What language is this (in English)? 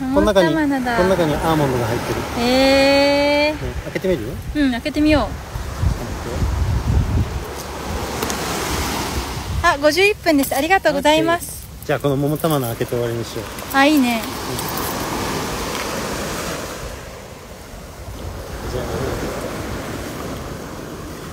Japanese